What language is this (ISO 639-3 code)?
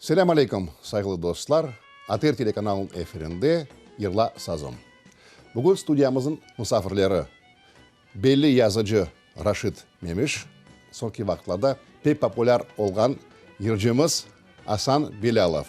crh